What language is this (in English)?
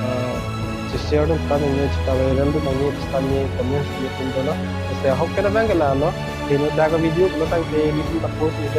Karbi